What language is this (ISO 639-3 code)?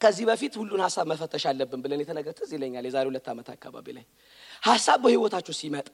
amh